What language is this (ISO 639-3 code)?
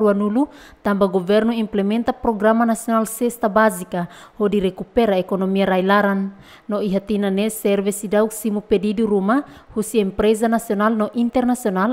tet